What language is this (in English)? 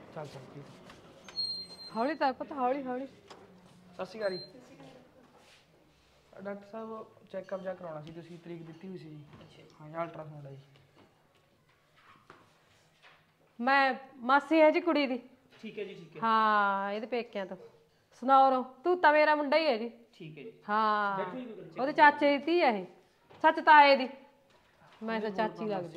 Punjabi